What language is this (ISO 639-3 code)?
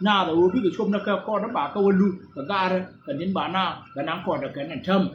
nus